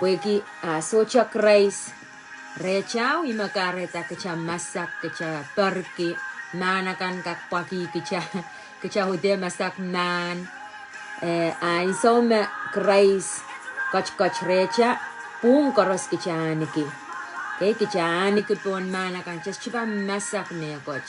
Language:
Pohnpeian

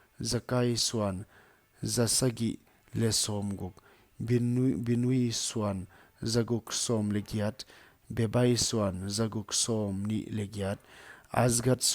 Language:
Paite Chin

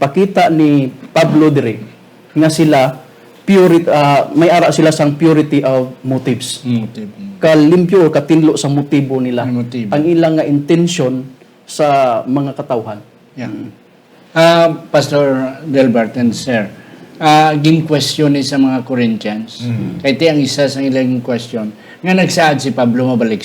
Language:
Hiligaynon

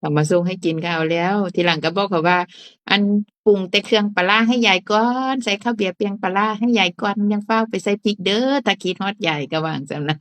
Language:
Northeastern Thai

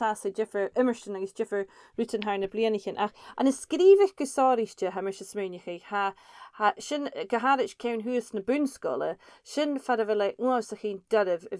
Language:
Scottish Gaelic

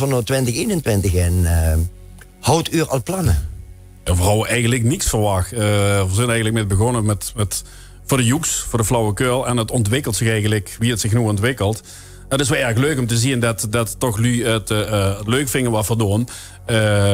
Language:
Limburgish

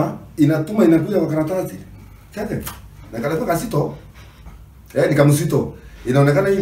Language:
Swahili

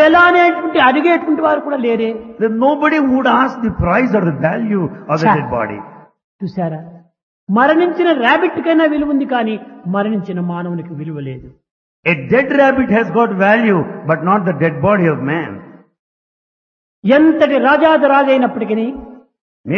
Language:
Telugu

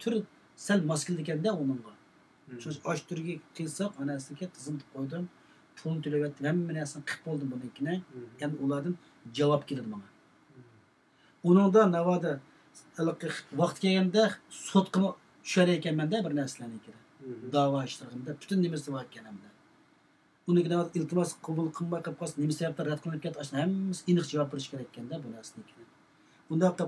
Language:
Uyghur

